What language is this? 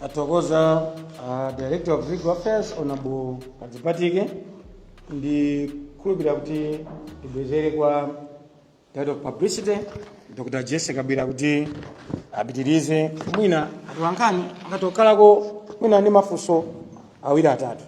Nyanja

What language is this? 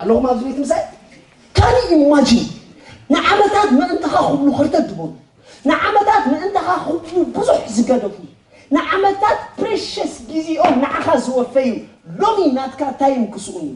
Tigrinya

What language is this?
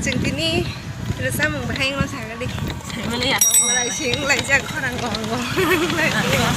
Kok Borok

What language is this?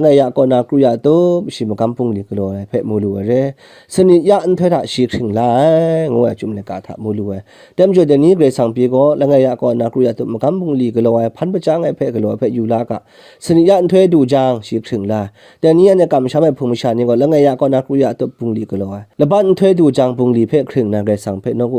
Kachin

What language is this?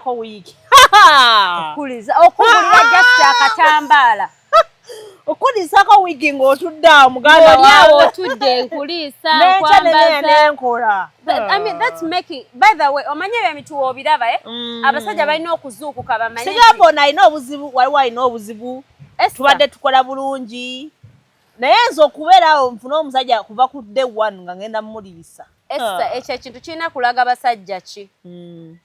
Ganda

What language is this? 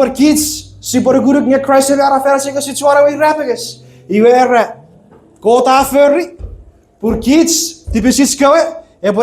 Chuukese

